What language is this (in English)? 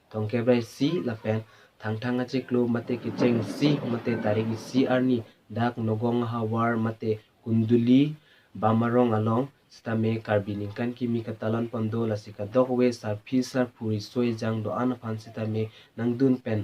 Karbi